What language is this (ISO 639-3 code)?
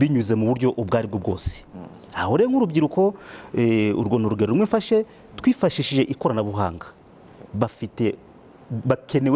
kin